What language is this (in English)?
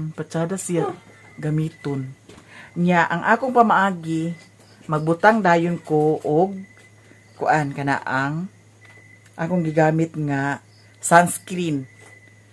Cebuano